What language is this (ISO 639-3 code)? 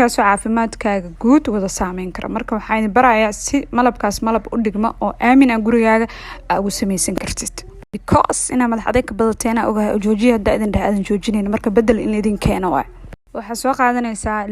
som